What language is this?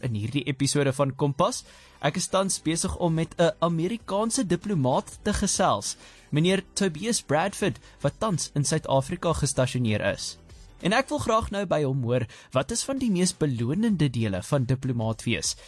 Afrikaans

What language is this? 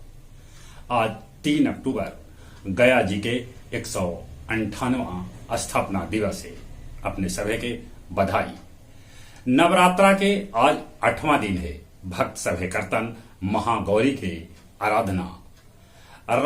Magahi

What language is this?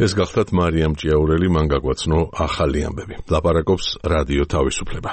Georgian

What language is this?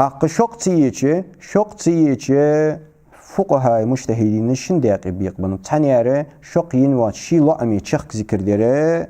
Ingush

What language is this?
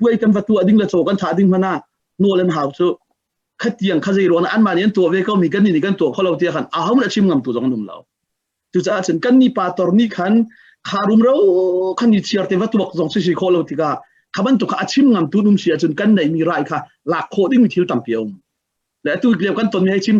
Hakha Chin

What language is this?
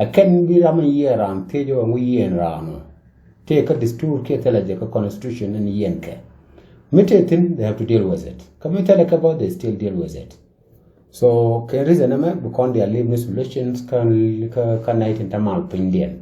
Nuer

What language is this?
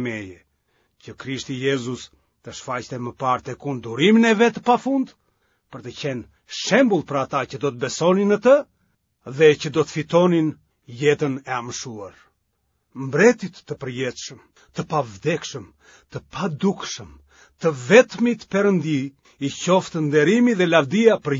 Albanian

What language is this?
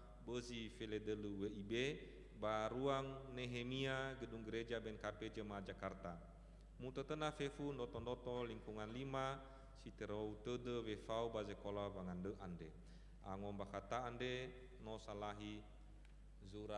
Nias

